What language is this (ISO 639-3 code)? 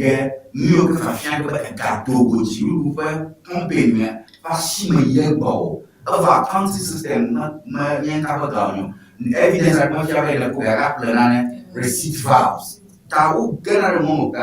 ewe